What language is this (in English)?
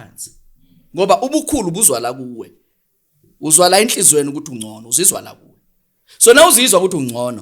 Zulu